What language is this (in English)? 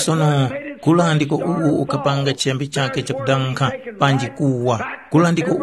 Tumbuka